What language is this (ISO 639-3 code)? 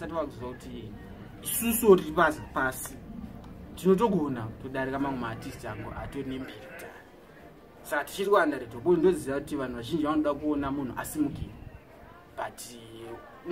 sna